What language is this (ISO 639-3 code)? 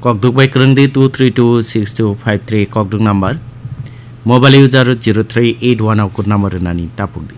trp